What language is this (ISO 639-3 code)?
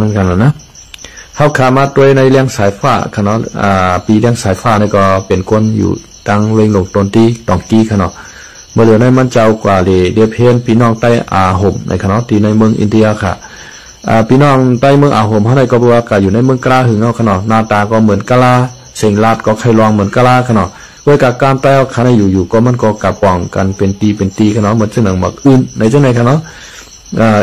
shn